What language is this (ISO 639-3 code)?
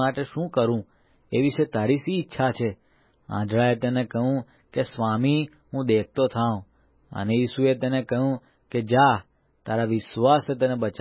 guj